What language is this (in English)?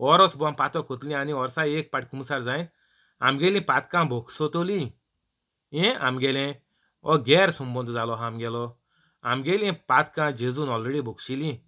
Konkani